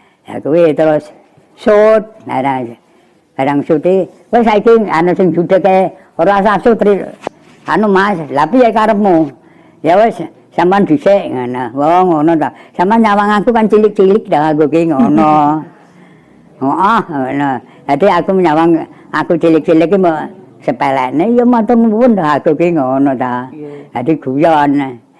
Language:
Javanese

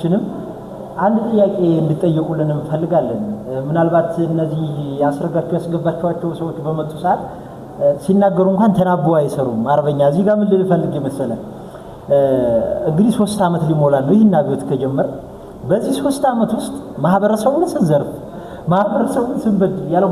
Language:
Amharic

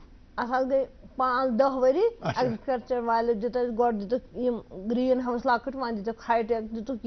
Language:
Kashmiri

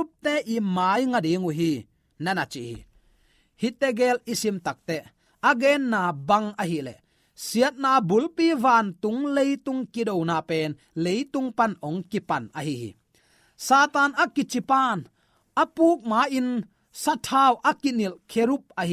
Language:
Tedim Chin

